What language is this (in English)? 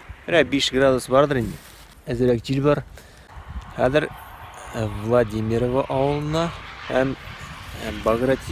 Tatar